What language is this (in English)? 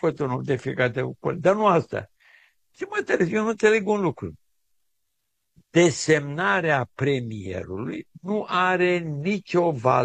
Romanian